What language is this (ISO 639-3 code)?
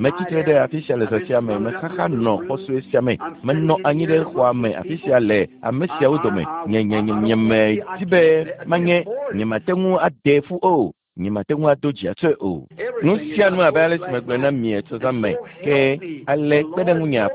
ewe